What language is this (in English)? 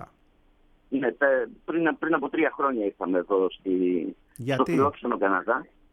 Greek